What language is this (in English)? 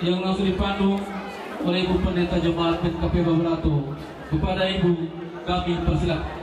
Nias